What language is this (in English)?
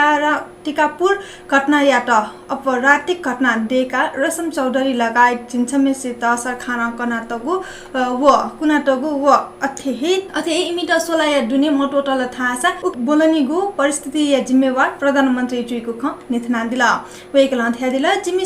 Newari